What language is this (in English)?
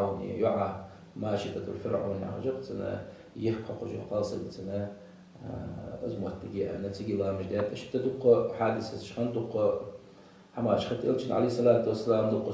Ingush